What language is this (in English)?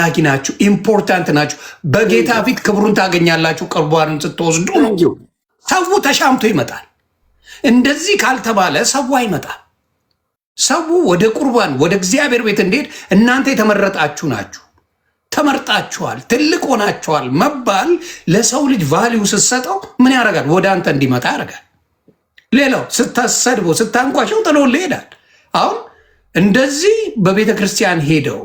Amharic